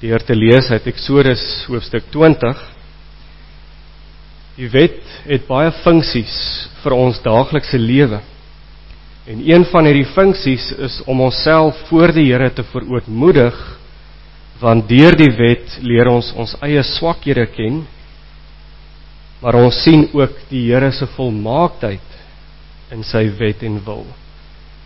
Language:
Afrikaans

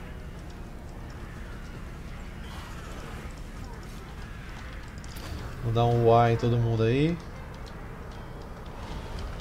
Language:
Portuguese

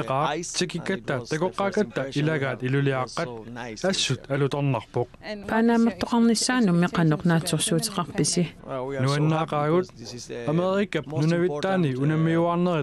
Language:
Kalaallisut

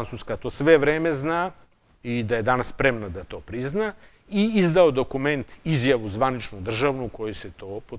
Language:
Serbian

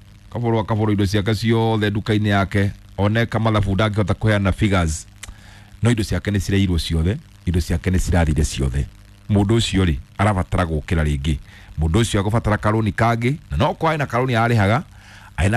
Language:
Kikuyu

